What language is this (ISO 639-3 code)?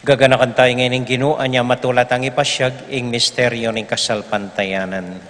pam